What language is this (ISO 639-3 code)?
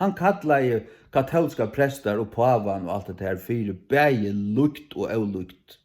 fao